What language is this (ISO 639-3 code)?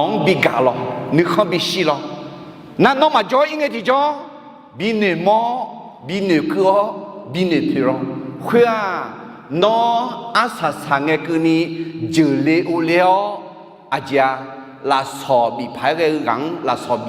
ahk